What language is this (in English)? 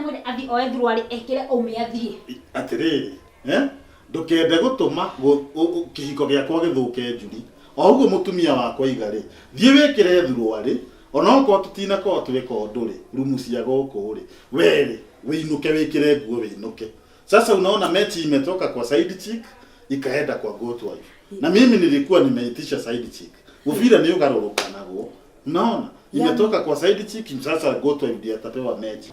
Kikuyu